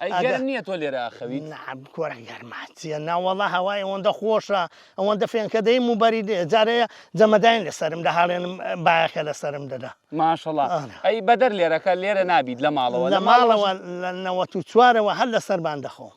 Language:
Central Kurdish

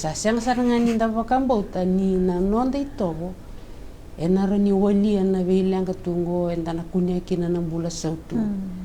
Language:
Fijian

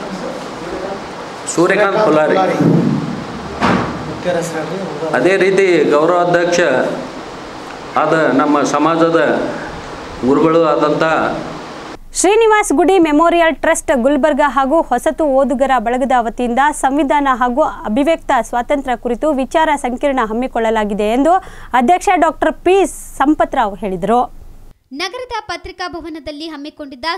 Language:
Kannada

